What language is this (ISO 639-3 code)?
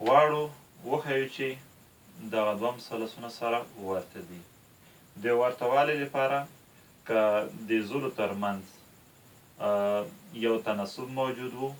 pus